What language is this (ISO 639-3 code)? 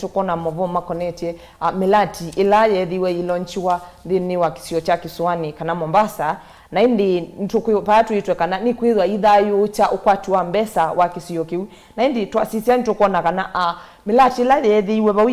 kam